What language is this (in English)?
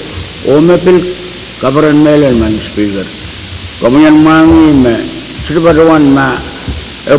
Pohnpeian